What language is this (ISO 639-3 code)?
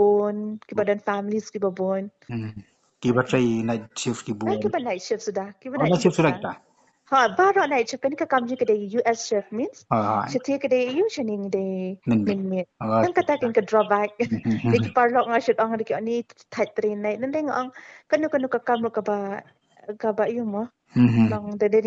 kha